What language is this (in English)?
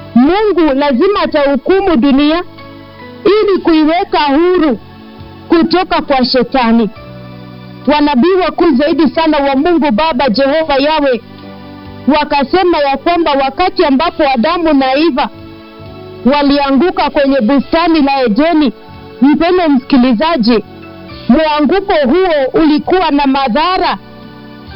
Swahili